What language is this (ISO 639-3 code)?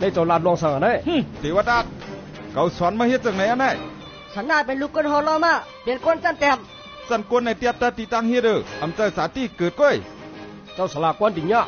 shn